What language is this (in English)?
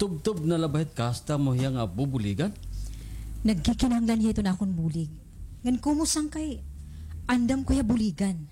Waray